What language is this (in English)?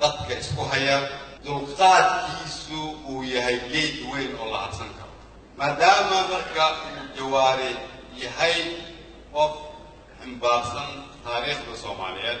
Somali